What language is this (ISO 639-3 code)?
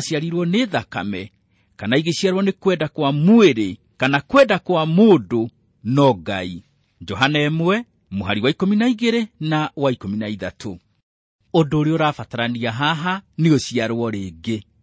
kik